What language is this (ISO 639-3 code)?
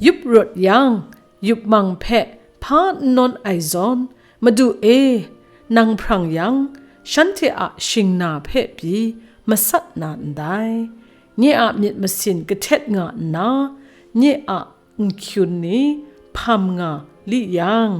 kac